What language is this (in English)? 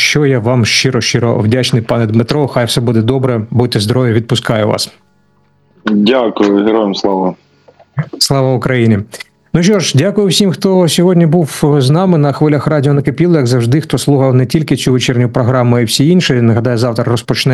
Ukrainian